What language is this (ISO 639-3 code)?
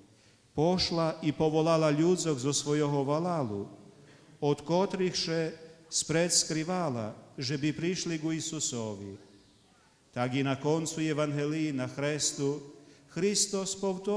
rue